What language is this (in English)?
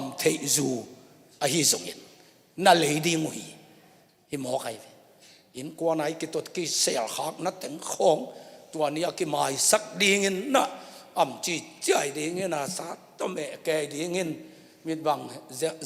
Tedim Chin